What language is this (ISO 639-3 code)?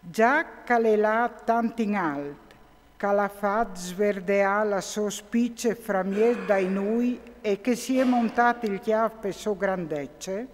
fur